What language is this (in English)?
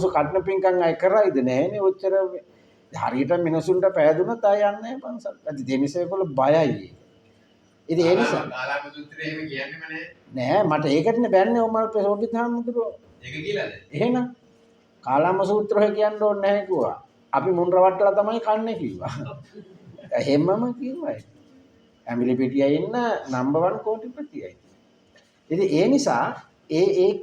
Sinhala